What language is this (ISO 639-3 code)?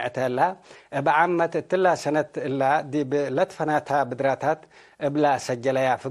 tig